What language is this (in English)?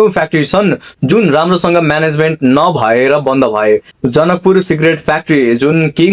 Nepali